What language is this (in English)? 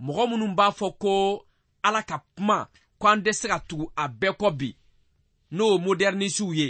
Bambara